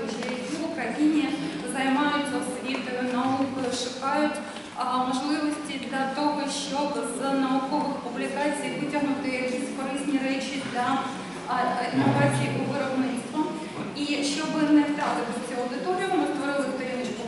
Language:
Ukrainian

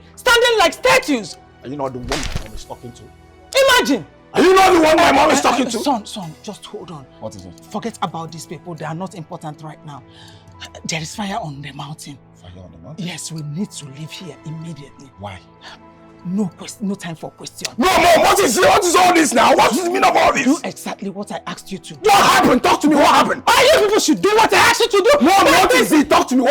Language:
Nigerian Pidgin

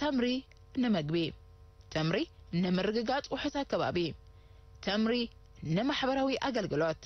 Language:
Tigrinya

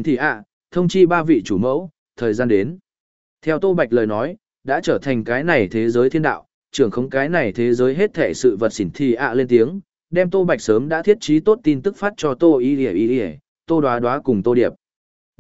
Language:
Vietnamese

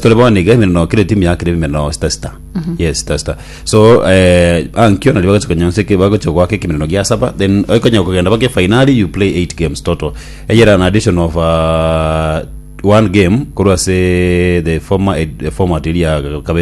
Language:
Gusii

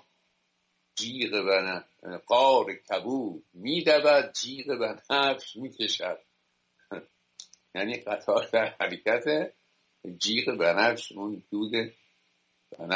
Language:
Persian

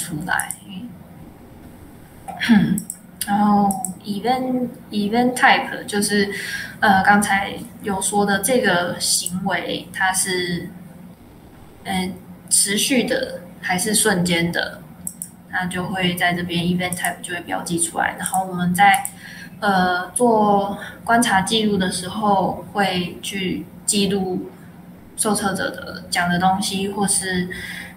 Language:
Chinese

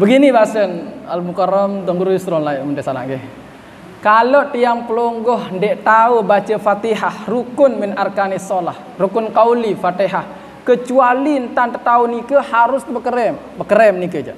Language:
Sasak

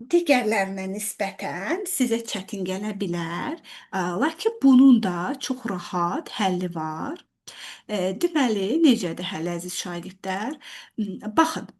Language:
Azerbaijani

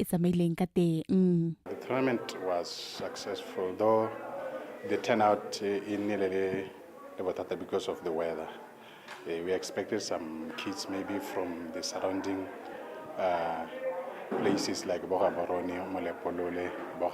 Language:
Tswana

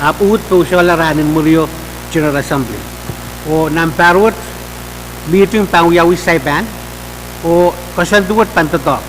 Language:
Pohnpeian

